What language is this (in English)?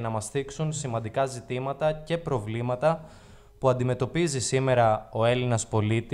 Greek